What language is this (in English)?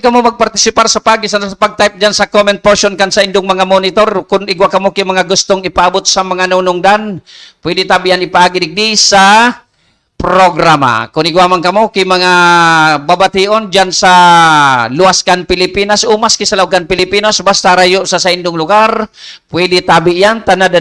Bikol